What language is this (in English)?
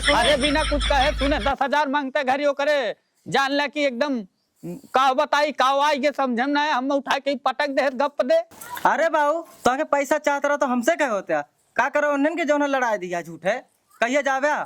Awadhi